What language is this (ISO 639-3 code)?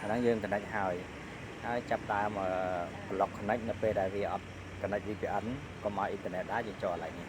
khm